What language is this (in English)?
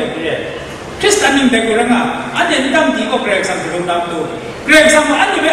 Kachin